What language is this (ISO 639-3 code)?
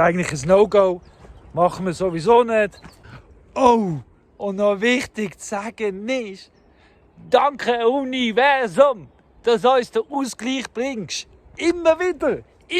gsw